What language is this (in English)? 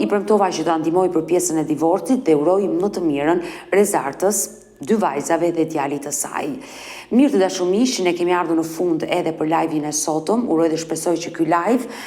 Albanian